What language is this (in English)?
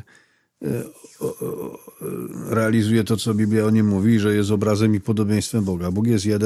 Polish